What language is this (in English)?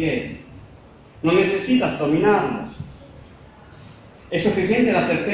Spanish